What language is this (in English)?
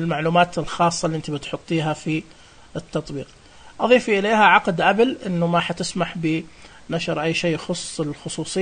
Najdi Arabic